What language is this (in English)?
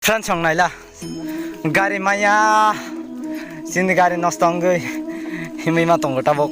Kok Borok